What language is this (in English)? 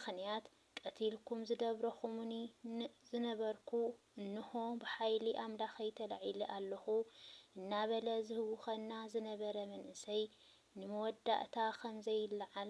Tigrinya